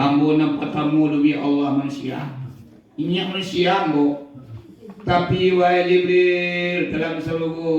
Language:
Minangkabau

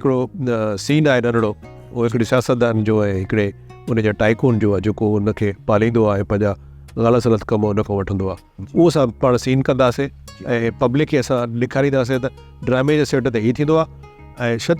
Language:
Sindhi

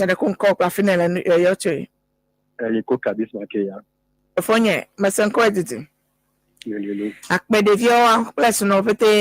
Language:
Ewe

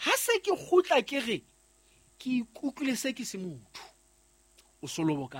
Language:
Southern Sotho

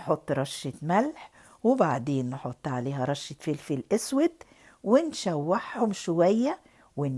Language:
Egyptian Arabic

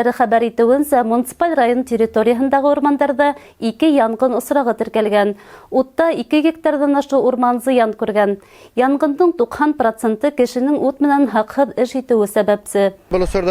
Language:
Bashkir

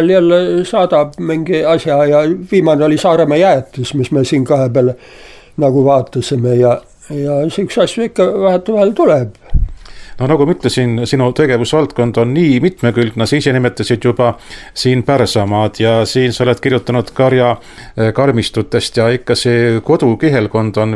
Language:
Estonian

